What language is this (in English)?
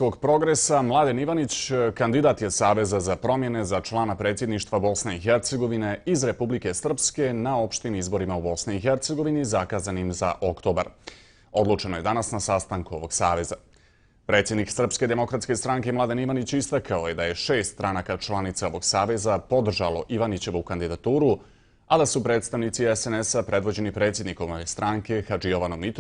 Bosnian